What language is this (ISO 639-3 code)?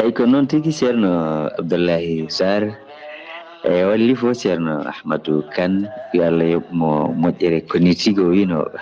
ful